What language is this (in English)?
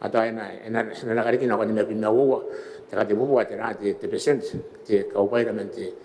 Gilbertese